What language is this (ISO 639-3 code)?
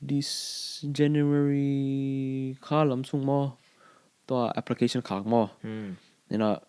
ctd